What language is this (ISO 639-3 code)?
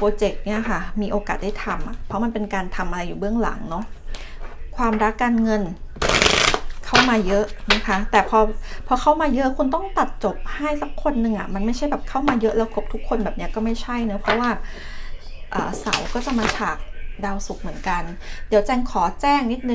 tha